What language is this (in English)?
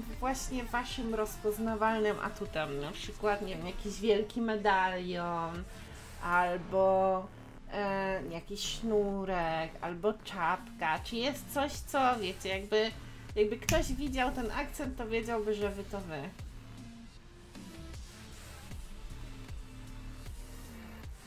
Polish